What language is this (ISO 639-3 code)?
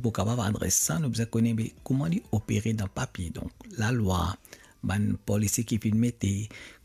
mfe